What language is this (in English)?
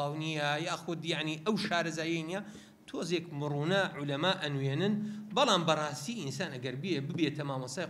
Central Kurdish